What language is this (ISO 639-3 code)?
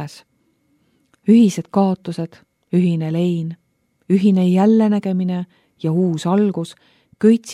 est